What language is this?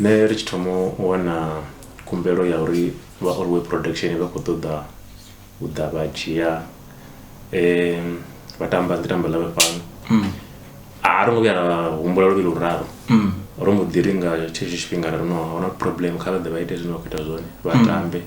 Venda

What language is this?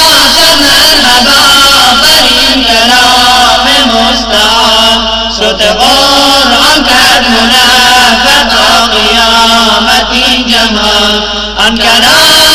Persian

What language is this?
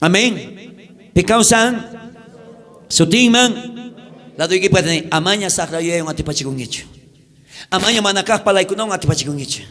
South Bolivian Quechua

